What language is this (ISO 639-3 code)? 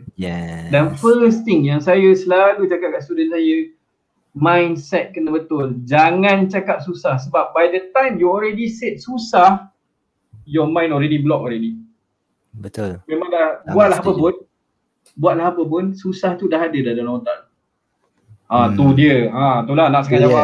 msa